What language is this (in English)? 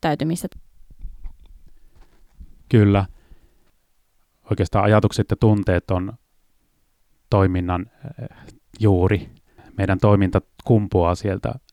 Finnish